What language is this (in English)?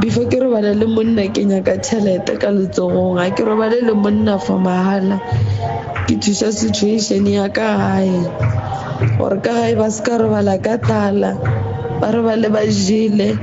Northern Sotho